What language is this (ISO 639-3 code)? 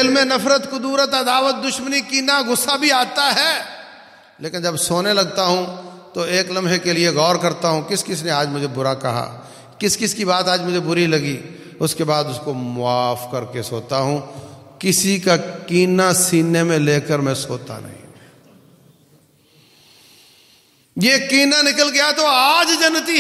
urd